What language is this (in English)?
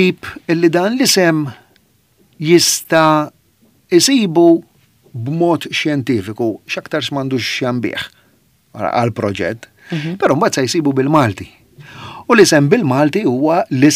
Maltese